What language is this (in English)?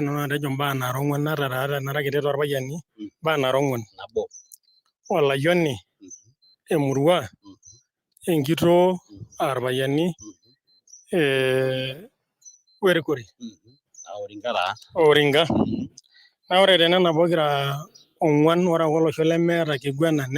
Masai